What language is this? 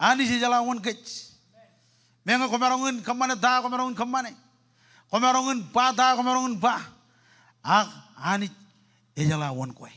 Marshallese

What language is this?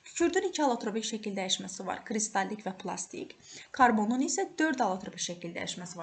Azerbaijani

